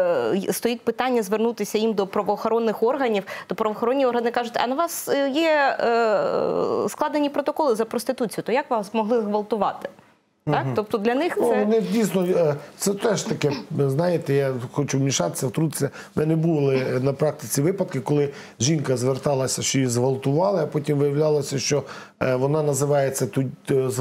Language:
Ukrainian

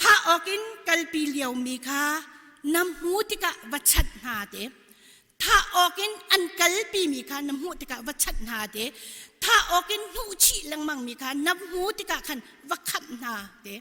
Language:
Hakha Chin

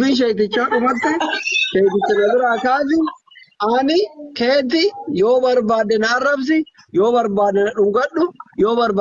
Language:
Oromo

